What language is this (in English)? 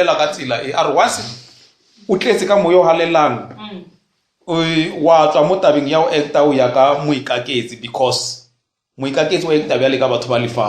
Northern Sotho